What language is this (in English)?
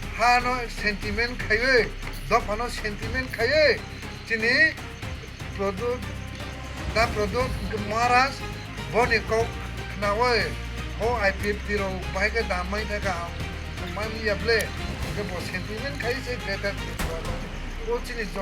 Kok Borok